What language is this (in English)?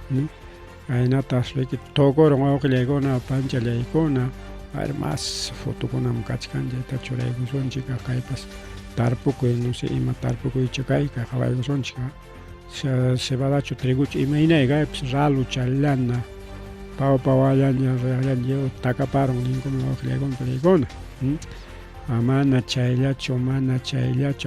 Ayacucho Quechua